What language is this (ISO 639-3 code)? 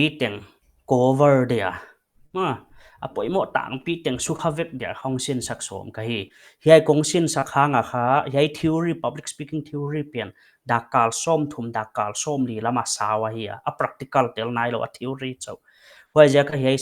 pck